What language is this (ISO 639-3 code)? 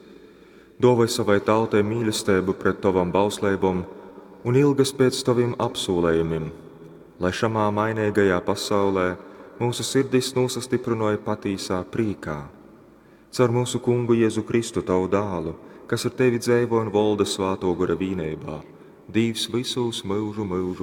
ltg